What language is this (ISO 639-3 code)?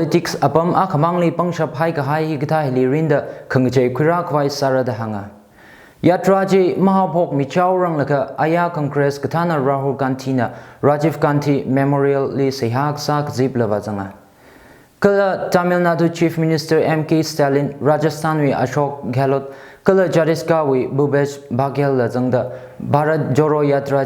nmf